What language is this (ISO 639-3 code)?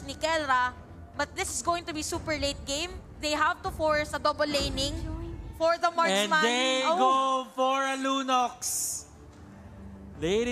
fil